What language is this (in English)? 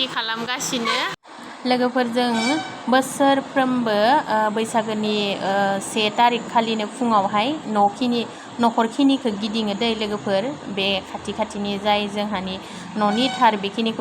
Bodo